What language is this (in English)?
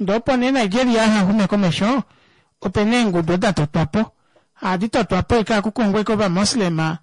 Kuanyama